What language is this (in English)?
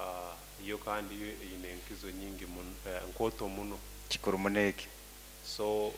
Nyoro